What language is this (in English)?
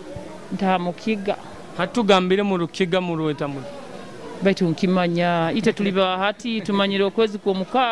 Nyoro